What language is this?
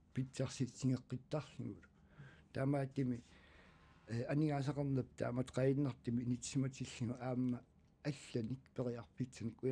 Kalaallisut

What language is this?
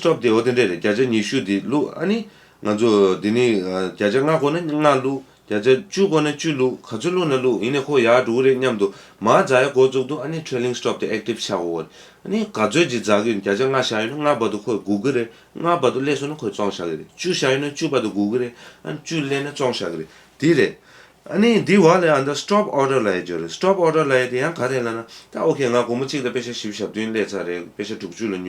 Tibetan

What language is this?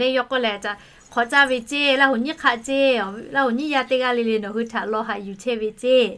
Lahu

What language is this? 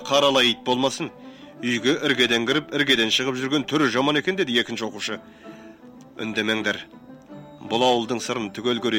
Kazakh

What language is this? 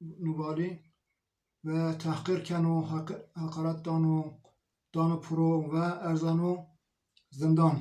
Zaza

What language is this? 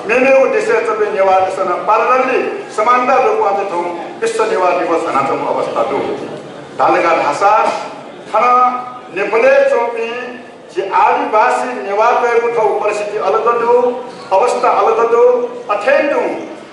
Newari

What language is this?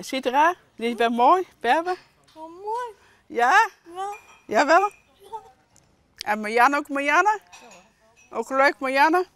Western Frisian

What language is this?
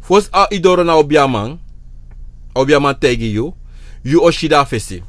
Sranan Tongo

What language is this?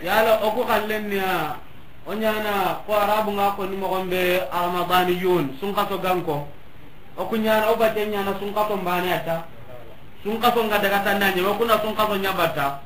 Soninke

